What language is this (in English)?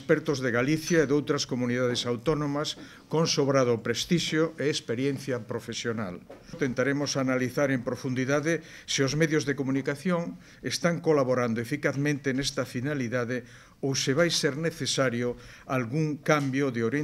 Galician